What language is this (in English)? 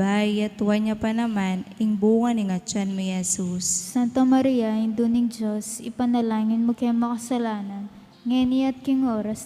Pampanga